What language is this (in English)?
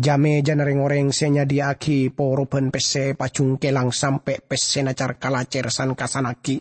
Madurese